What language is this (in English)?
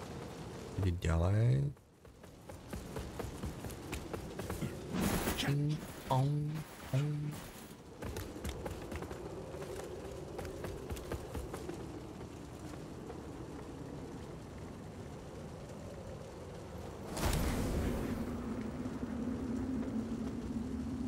Slovak